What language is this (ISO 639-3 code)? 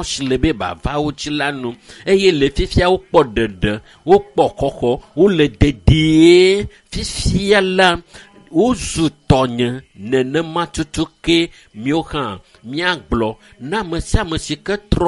ewe